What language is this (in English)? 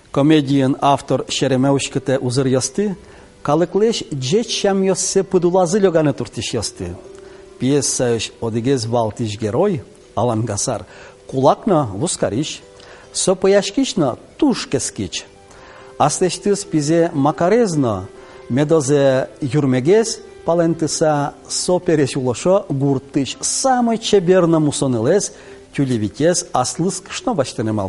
Udmurt